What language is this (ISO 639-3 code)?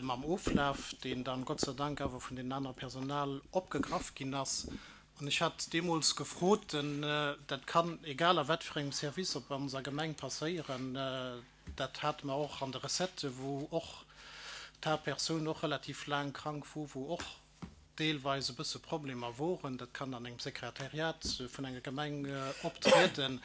ltz